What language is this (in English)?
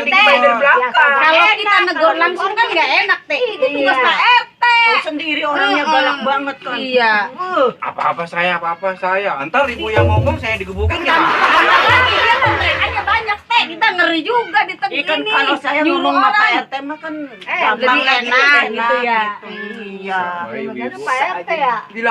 Betawi